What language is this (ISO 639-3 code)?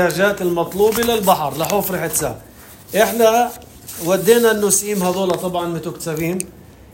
apc